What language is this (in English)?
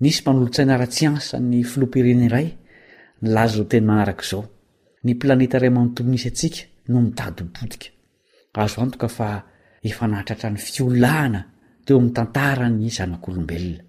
Malagasy